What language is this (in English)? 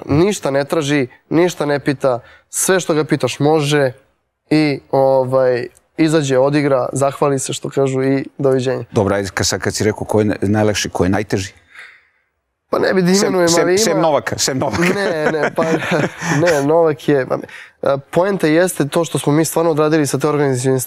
Serbian